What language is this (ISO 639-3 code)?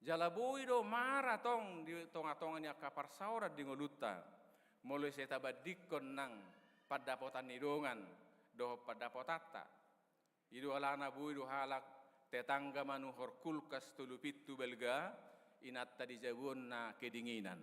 bbc